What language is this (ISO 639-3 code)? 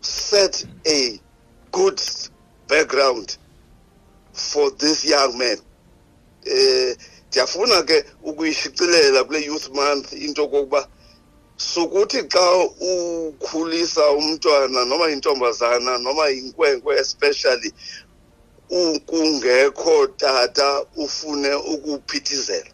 xho